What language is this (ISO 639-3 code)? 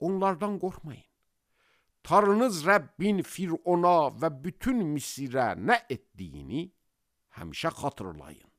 aze